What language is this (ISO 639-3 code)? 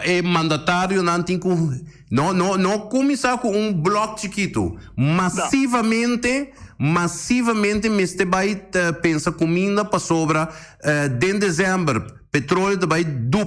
pap